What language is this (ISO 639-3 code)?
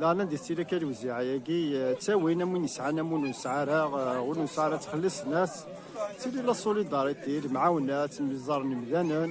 kab